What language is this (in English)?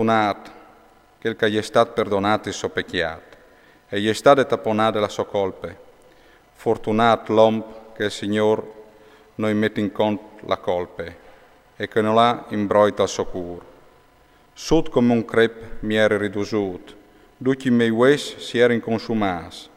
Friulian